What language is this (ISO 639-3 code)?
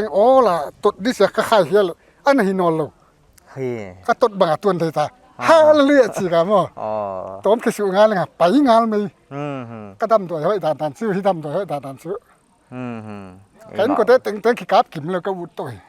pck